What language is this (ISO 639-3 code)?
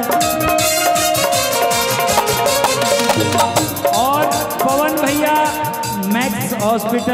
bho